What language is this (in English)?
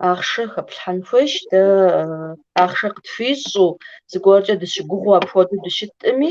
Kabardian